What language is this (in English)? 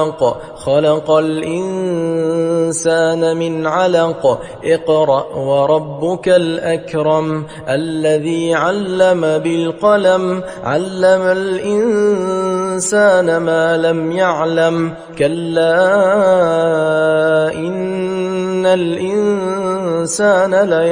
Arabic